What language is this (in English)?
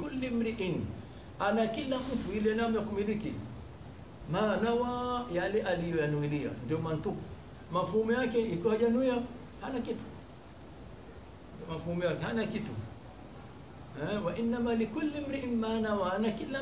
Swahili